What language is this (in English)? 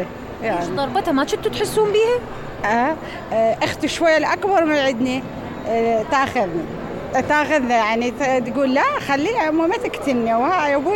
Mesopotamian Arabic